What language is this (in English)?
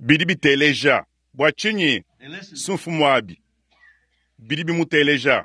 Luba-Lulua